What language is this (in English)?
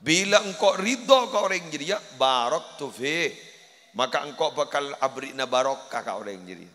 Madurese